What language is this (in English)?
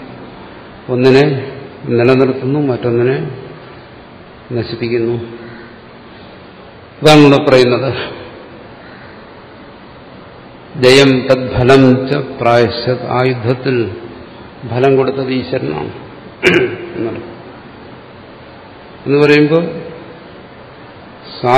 Malayalam